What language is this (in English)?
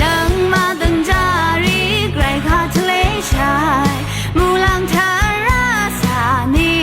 Rawang